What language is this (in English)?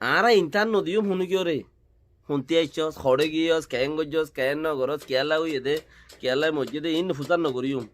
Rohingya